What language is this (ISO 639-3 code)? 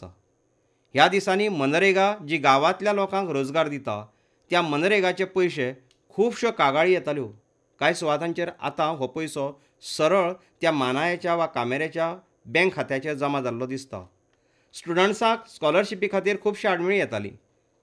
kok